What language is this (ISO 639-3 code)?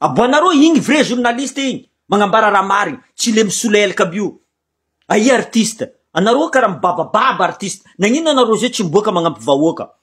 mlg